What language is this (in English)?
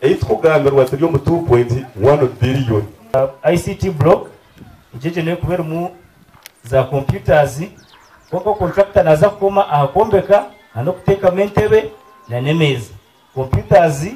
Nyankole